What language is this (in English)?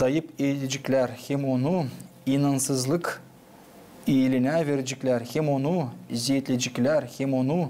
Gagauz